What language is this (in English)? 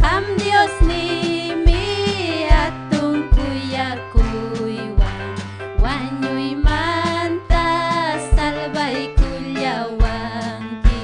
Ayacucho Quechua